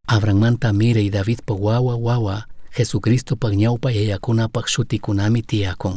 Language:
Chimborazo Highland Quichua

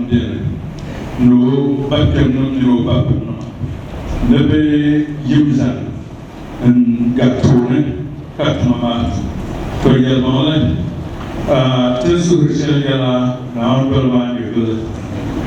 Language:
Dagbani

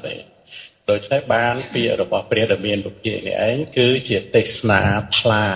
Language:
Khmer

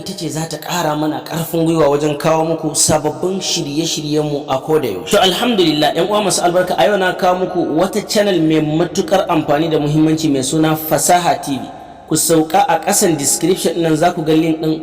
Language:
Hausa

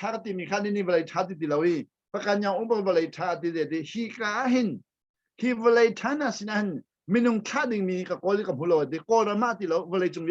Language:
Hakha Chin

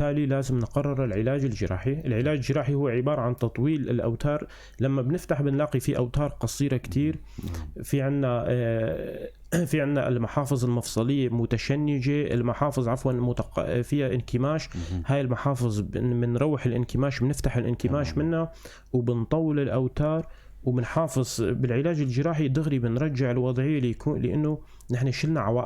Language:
North Levantine Arabic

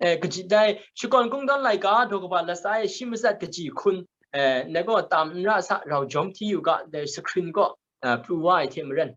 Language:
Kachin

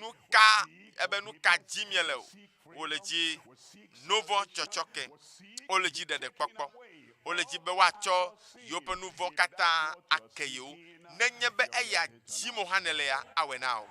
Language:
Ewe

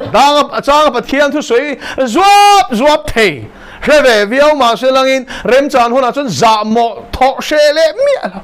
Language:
Mizo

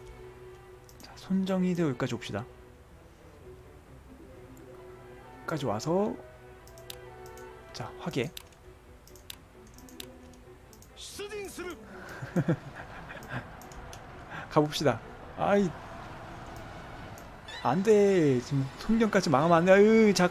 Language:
Korean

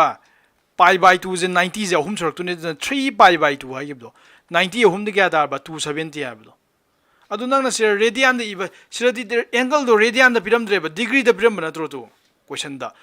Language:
Manipuri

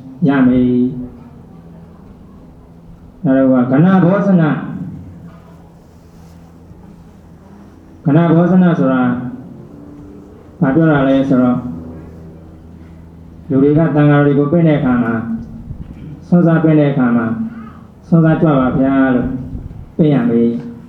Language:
Burmese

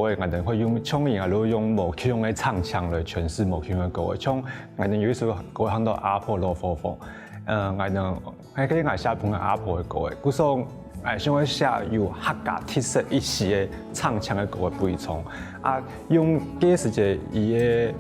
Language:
Hakka Chinese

